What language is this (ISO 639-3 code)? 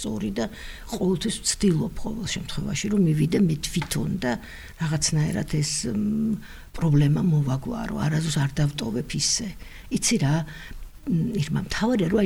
kat